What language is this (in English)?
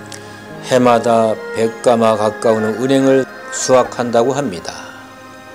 Korean